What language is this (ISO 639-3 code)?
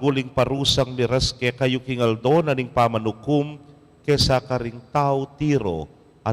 pam